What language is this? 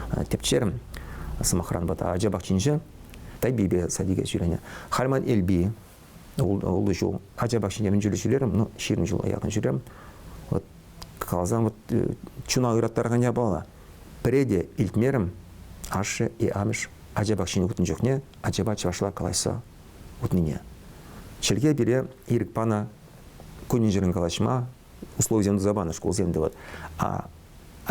Chuvash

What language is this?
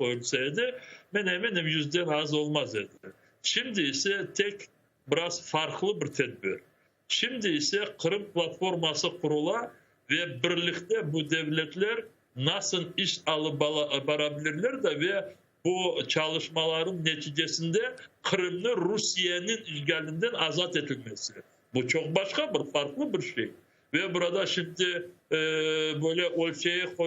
Crimean Tatar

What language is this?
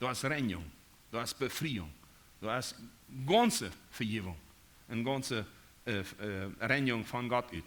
Plautdietsch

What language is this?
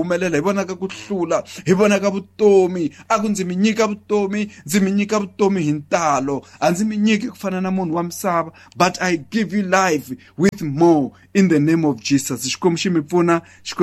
Tsonga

